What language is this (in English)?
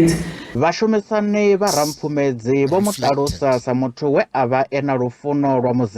Venda